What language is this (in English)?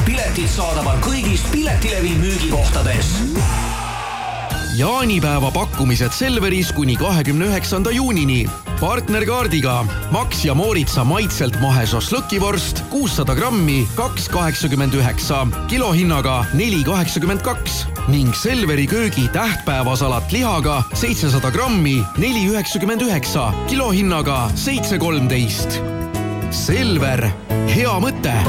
Estonian